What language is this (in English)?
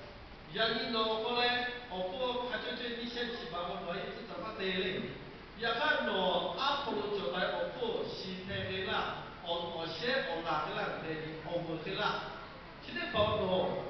Lahu